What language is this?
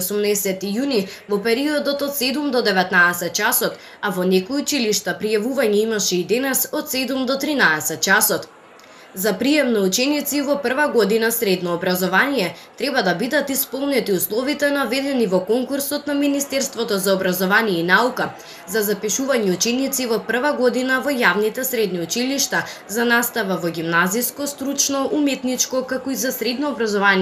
Macedonian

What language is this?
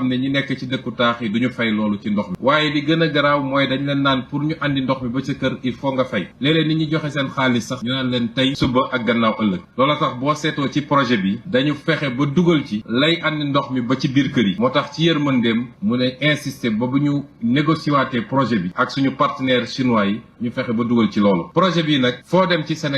Wolof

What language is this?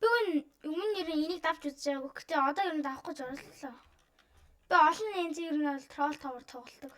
Mongolian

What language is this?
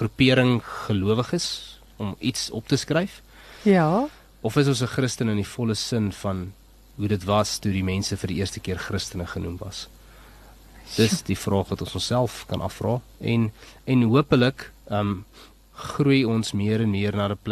Afrikaans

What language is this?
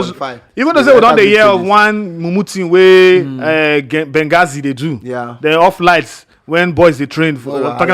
Nigerian Pidgin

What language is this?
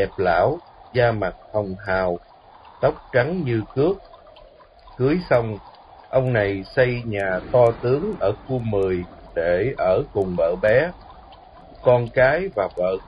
Vietnamese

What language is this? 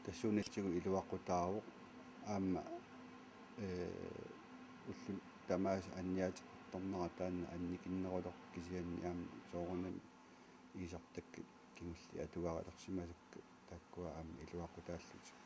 Kalaallisut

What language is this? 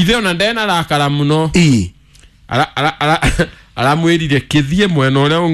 Kikuyu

